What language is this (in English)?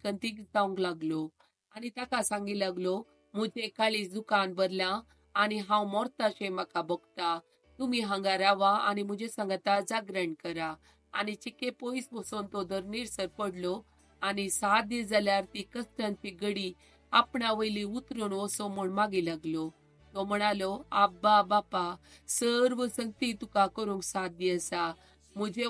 Konkani